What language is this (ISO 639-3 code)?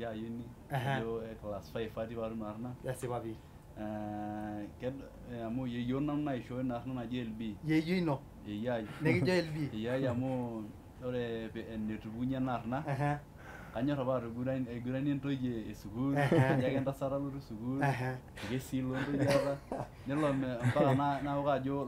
mas